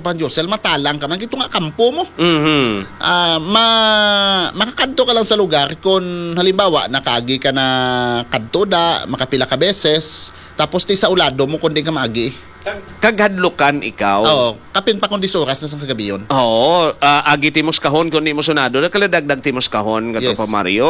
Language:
Hiligaynon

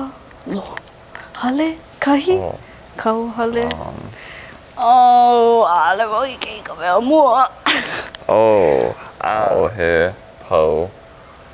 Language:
Hawaiian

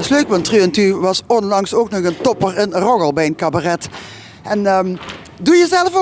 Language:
Limburgish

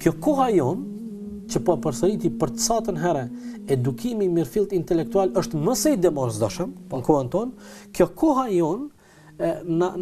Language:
Albanian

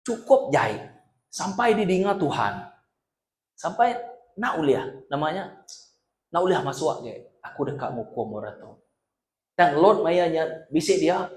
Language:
Iban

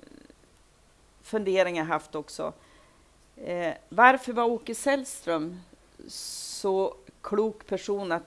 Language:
Swedish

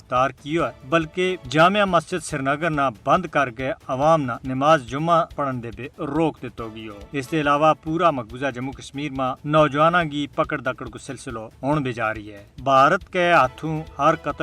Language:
Gujari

